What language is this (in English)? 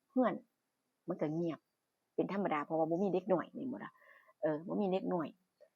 Northeastern Thai